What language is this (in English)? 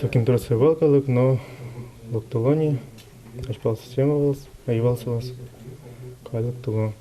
Udmurt